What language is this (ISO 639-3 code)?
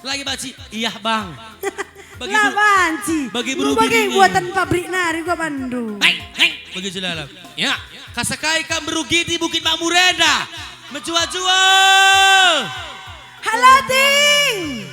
btx